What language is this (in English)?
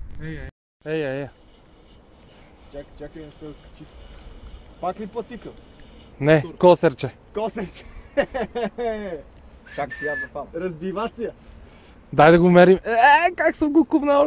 Bulgarian